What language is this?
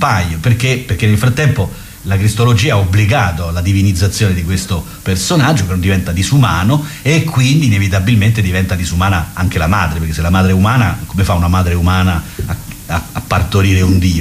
Italian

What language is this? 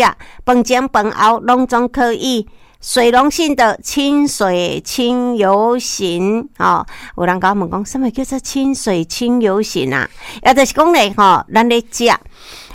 Min Nan Chinese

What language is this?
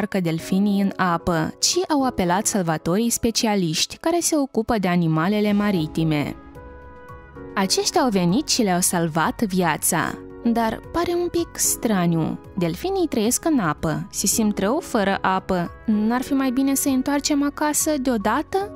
Romanian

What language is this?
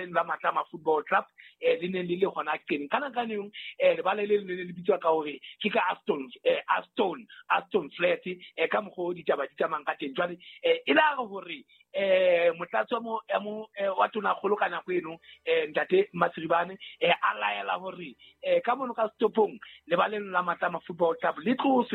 Southern Sotho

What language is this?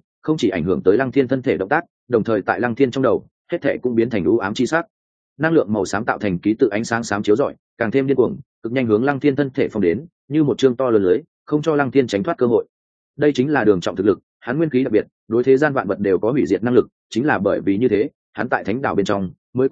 Vietnamese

